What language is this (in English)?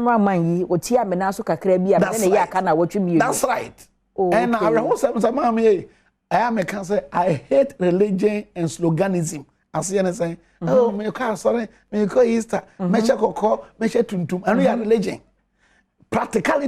Akan